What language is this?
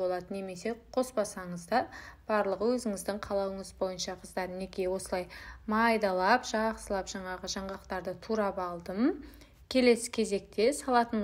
Kazakh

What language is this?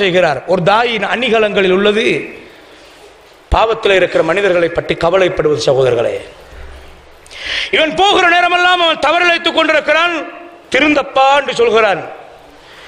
Tamil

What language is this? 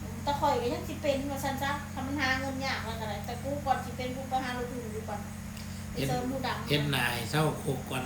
Northeastern Thai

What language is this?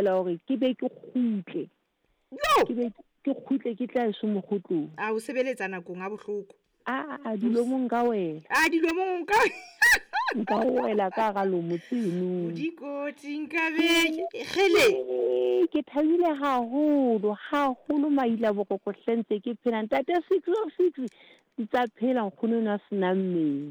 Southern Sotho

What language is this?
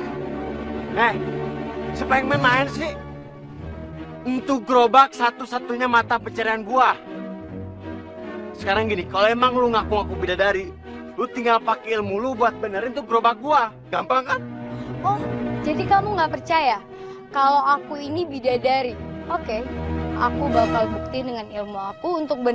Indonesian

